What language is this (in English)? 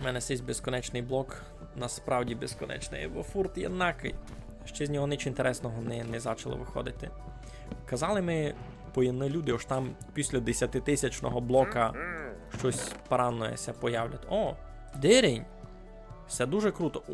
Rusyn